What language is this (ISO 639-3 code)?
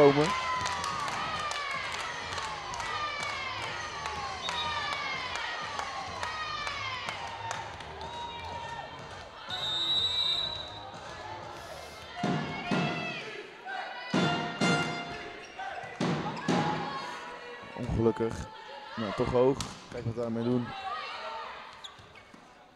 nld